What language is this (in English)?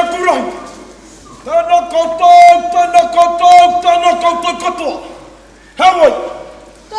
Māori